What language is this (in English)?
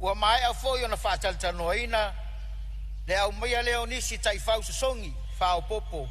Samoan